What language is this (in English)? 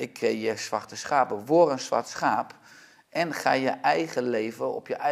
Dutch